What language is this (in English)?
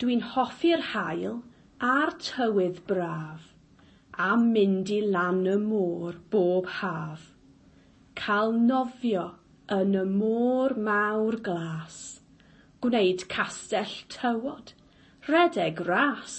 Welsh